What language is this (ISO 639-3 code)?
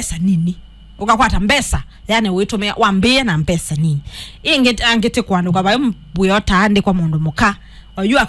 kam